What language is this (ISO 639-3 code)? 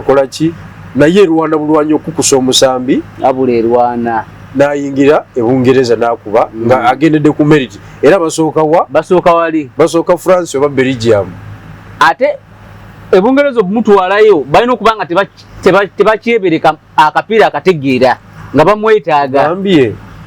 lug